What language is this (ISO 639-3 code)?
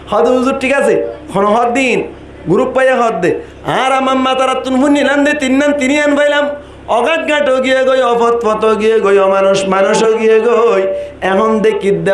rhg